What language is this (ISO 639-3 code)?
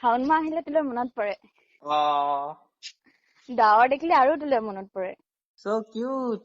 asm